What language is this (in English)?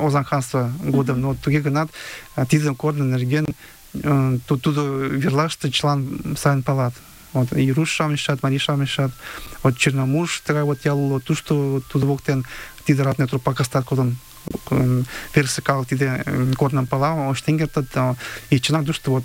Mari